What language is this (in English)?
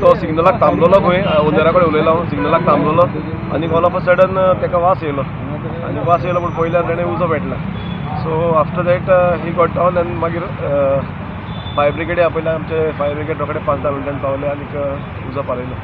Konkani